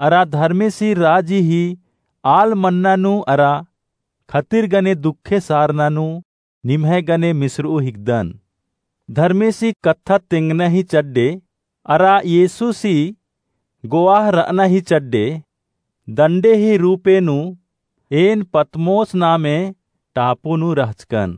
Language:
Kurukh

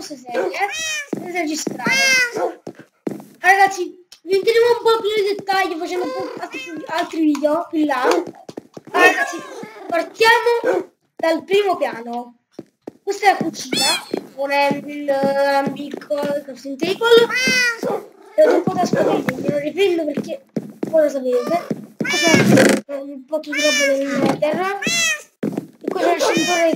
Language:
Italian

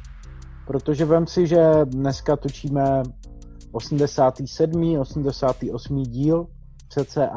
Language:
Czech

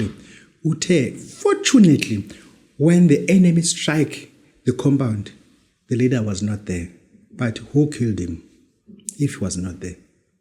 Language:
Zulu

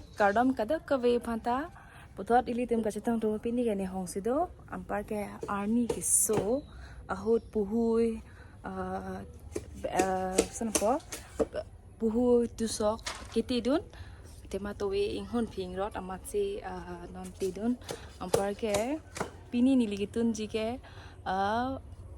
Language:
Karbi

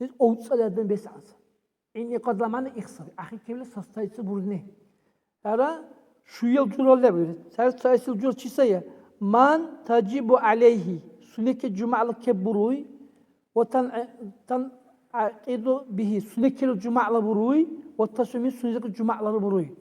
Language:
Dargwa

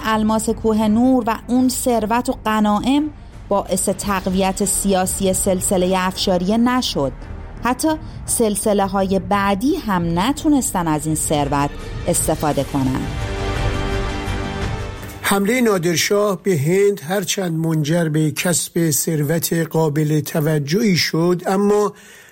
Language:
Persian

